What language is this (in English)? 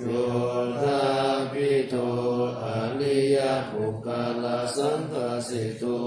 Pali